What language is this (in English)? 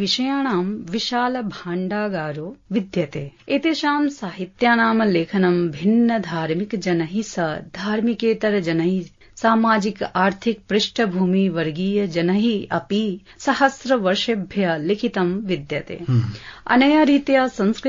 Sanskrit